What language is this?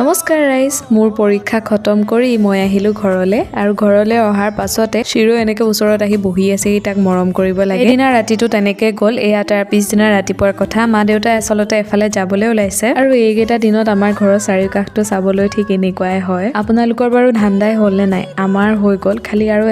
Assamese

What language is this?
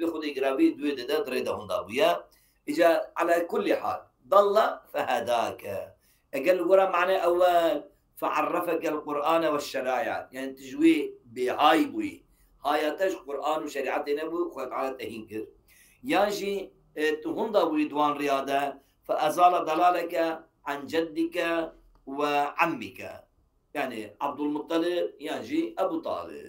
Kurdish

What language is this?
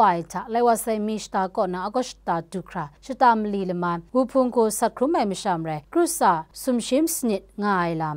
Kachin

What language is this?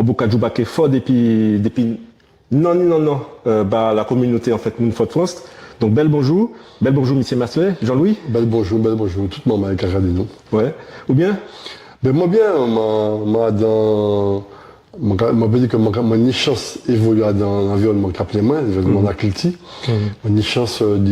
Guadeloupean Creole French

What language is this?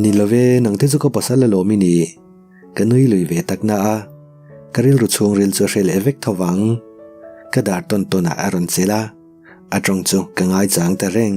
Mizo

